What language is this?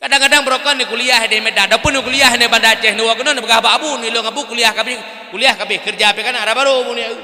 Achinese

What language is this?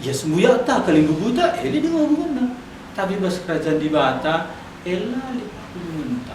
Batak Karo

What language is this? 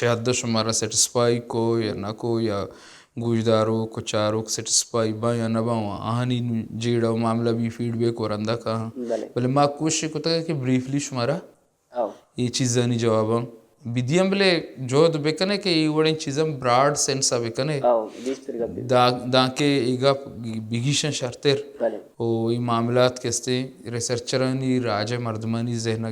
Baluchi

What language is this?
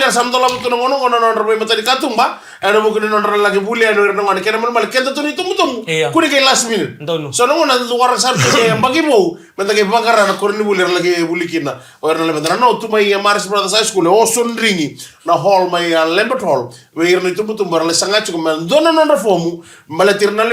Fijian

